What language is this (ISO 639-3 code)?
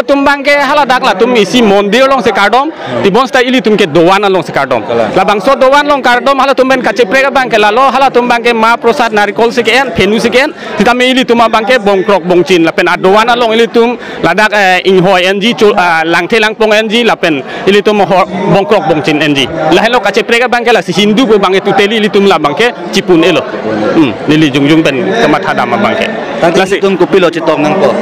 mjw